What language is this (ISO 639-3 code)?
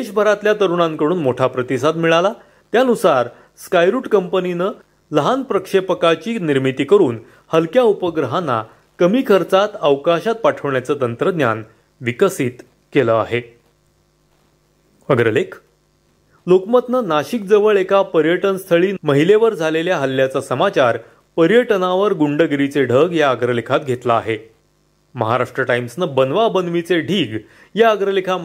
mar